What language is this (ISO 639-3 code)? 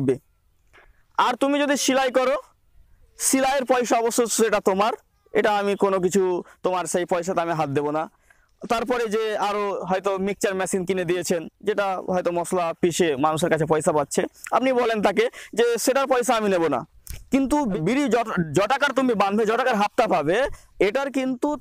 ben